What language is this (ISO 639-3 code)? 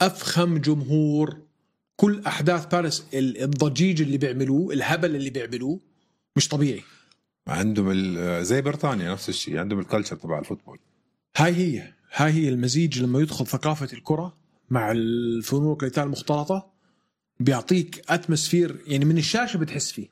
apc